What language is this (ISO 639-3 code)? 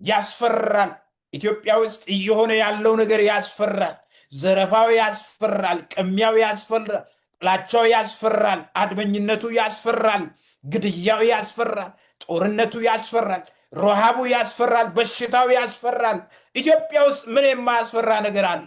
amh